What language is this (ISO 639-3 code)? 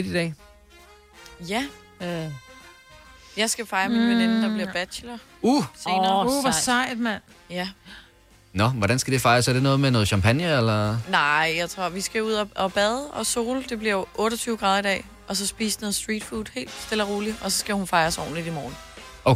dan